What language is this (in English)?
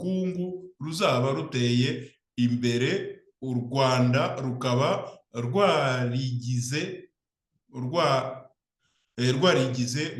Kinyarwanda